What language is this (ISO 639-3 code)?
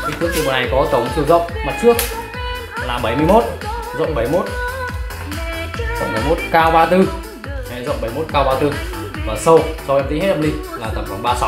vie